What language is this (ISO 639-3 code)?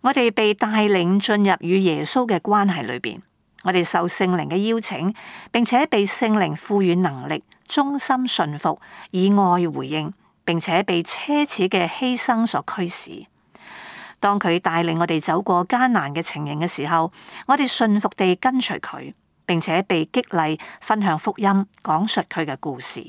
yue